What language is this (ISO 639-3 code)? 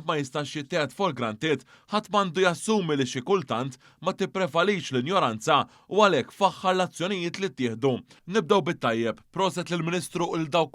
mlt